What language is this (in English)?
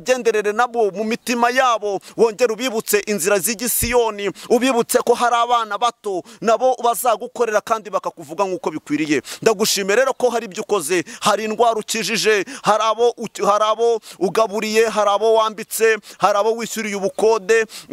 Kinyarwanda